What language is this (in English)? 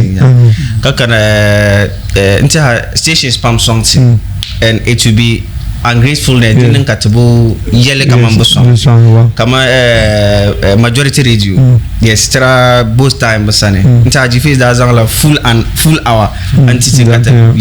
Dagbani